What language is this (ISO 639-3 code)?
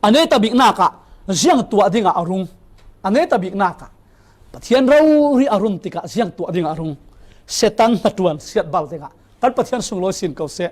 cfm